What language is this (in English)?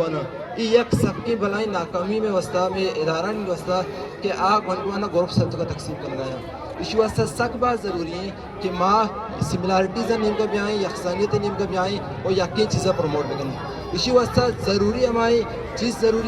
Eastern Balochi